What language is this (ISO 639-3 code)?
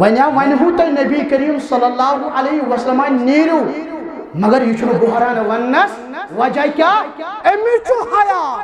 kas